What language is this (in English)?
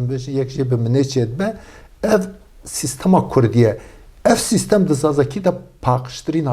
Kurdish